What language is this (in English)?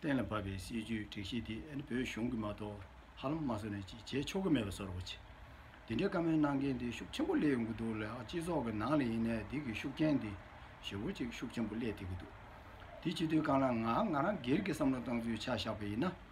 Tibetan